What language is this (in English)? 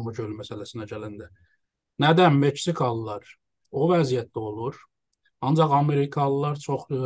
South Azerbaijani